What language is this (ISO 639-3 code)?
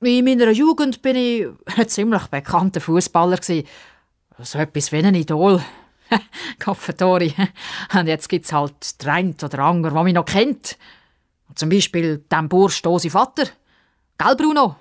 gsw